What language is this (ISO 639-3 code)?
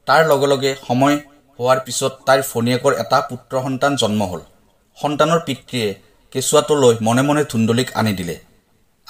asm